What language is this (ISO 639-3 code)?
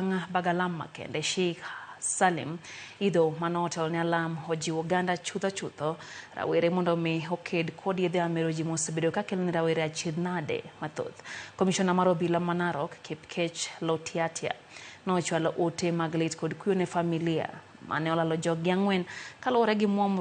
luo